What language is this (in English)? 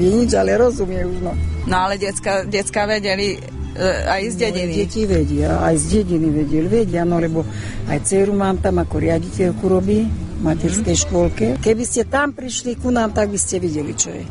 Slovak